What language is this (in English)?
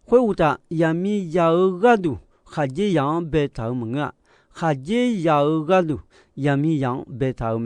Akha